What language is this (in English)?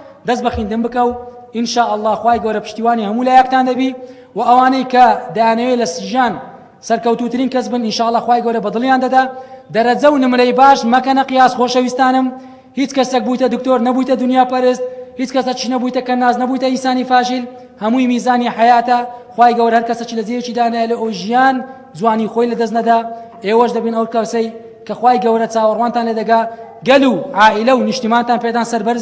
Central Kurdish